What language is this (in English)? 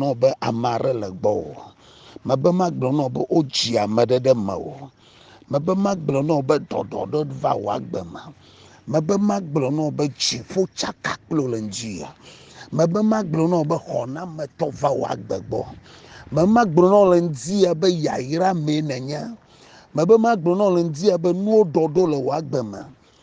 Ewe